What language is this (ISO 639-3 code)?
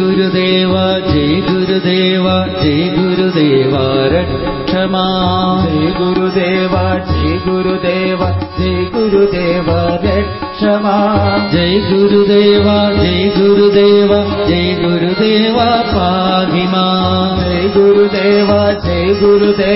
mal